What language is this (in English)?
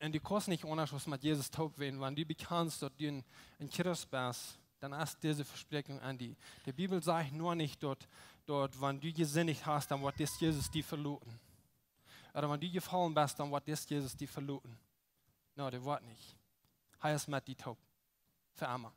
Plautdietsch